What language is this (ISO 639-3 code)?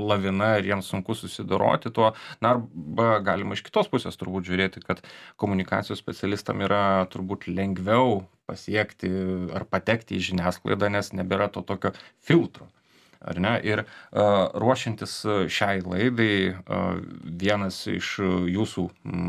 lit